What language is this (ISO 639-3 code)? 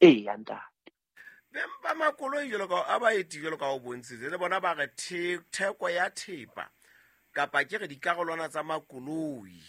sot